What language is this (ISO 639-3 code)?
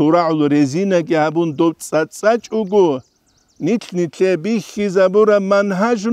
ava